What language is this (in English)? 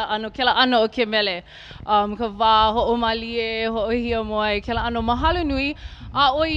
Hawaiian